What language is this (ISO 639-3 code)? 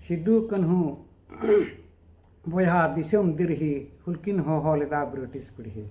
sat